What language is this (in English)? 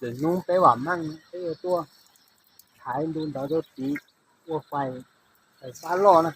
Hmong